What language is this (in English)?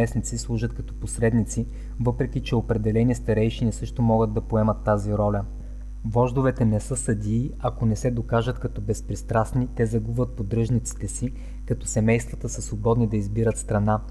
Bulgarian